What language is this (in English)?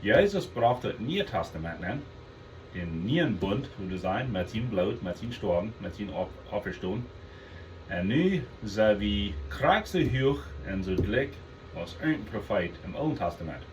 Plautdietsch